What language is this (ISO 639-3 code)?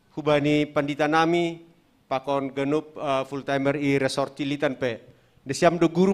bts